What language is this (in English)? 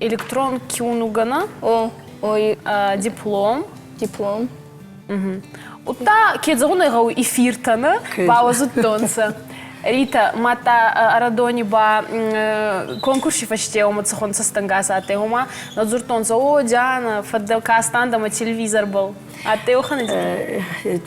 Ossetic